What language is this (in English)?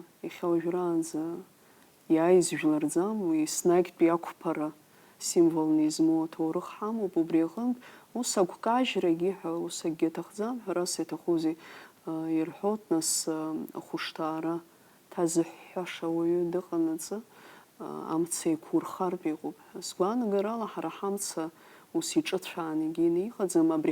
Abkhazian